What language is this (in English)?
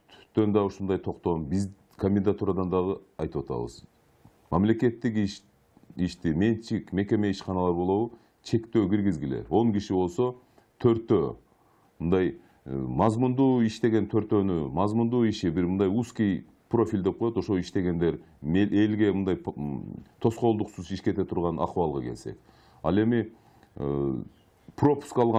Kyrgyz